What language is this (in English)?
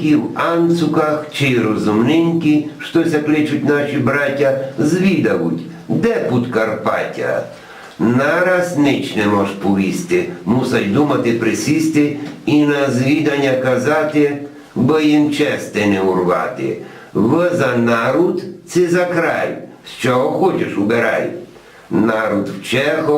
Rusyn